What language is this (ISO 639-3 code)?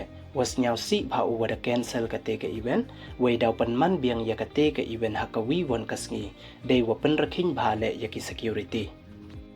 pbv